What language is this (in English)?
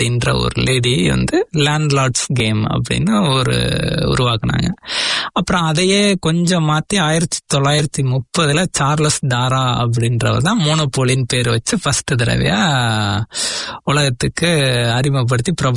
Tamil